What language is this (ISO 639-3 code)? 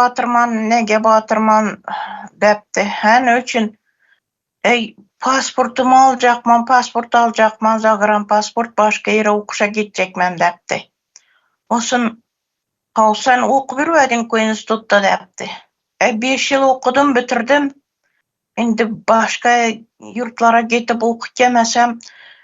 tuk